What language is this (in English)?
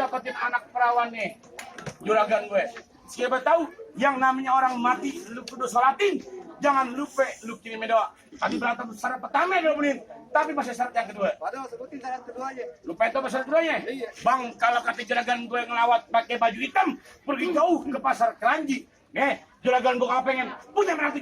Betawi